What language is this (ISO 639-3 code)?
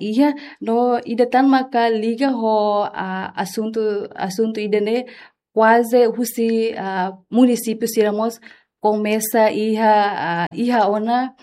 tet